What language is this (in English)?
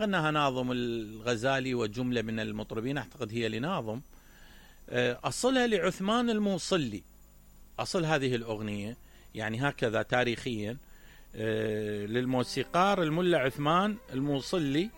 Mesopotamian Arabic